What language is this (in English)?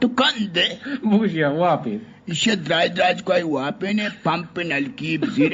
Eastern Balochi